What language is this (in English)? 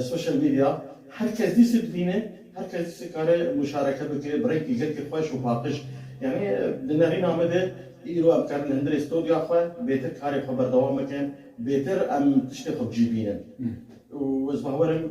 Kurdish